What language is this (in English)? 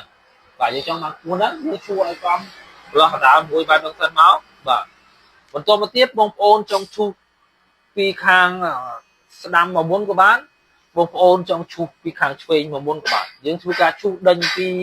Khmer